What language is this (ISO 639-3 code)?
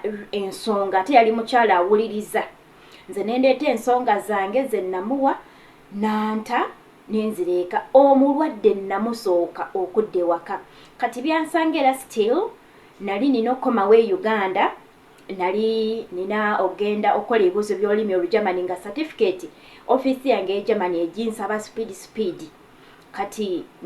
lug